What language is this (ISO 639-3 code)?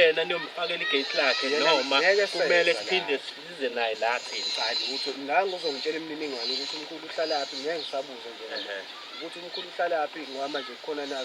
zul